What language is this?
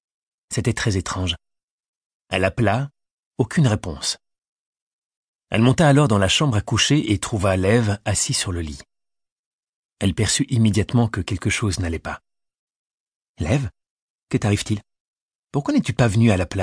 French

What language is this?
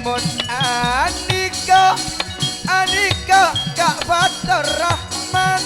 Madurese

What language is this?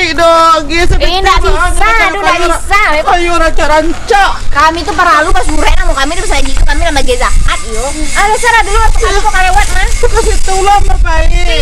Minangkabau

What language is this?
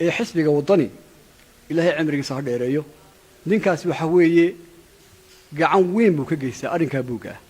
Somali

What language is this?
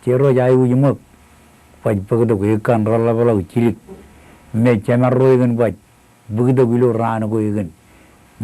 Marshallese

